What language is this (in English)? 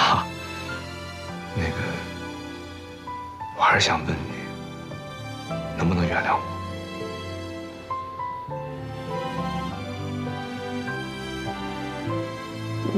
Chinese